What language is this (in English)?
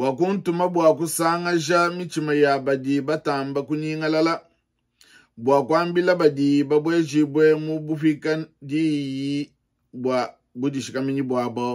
Luba-Lulua